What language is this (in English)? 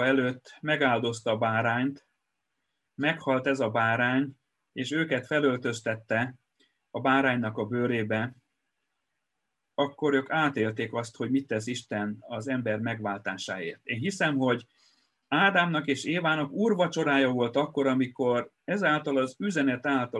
Hungarian